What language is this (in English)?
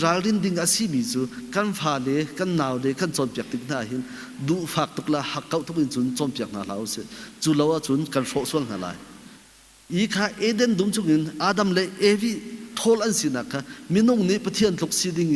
Hakha Chin